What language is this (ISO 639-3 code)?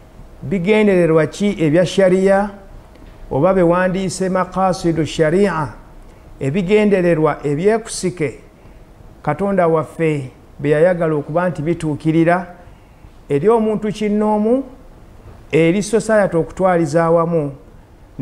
lug